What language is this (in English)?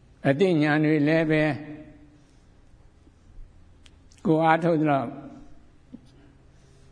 Burmese